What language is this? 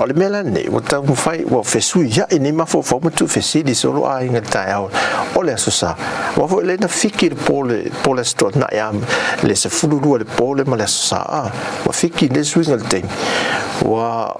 Samoan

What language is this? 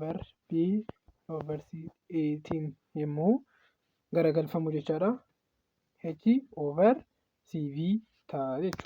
Oromo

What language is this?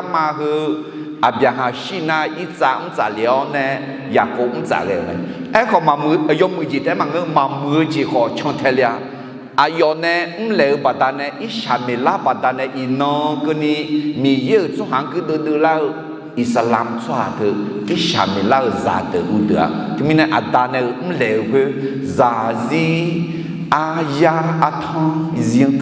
Akha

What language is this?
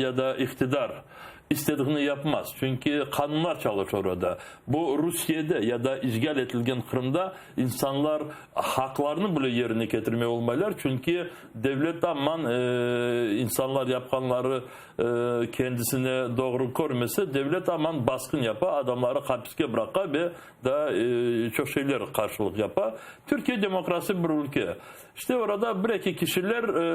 Crimean Tatar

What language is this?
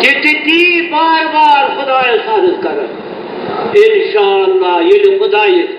Kashmiri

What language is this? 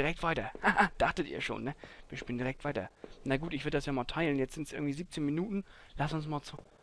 German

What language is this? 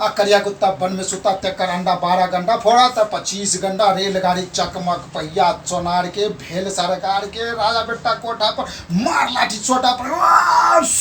Maithili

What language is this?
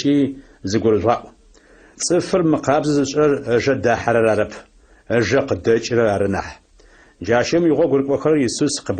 Adyghe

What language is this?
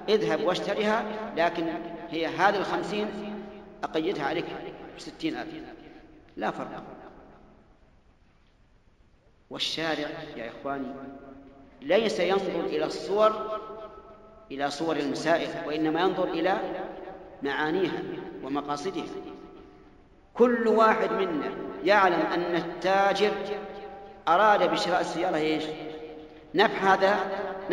Arabic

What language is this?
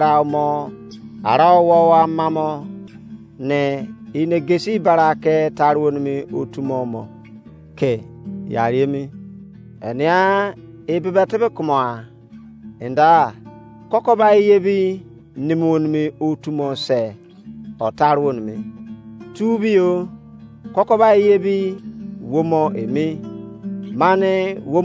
Izon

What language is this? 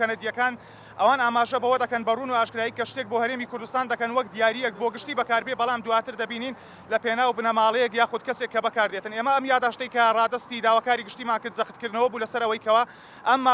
Central Kurdish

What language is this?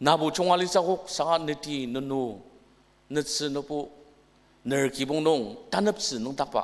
Ao Naga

